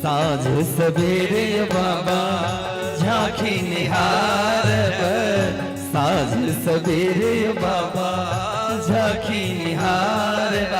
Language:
Maithili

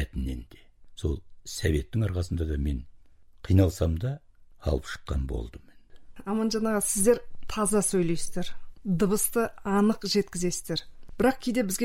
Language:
Kazakh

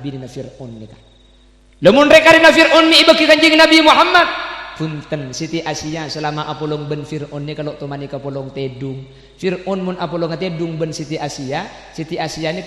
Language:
Madurese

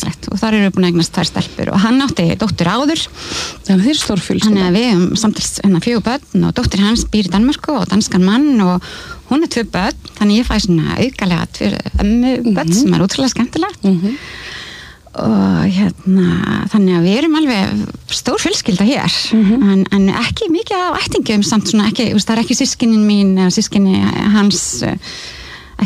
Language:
Icelandic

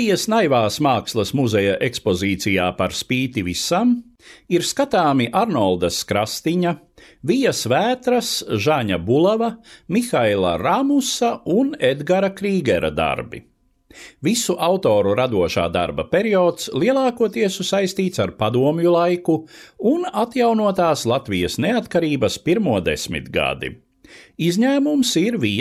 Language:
Latvian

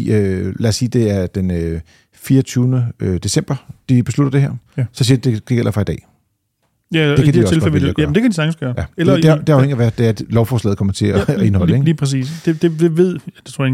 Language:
Danish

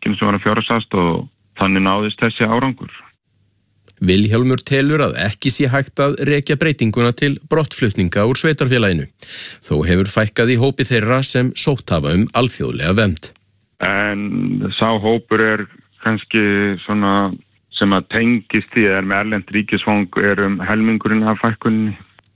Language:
Icelandic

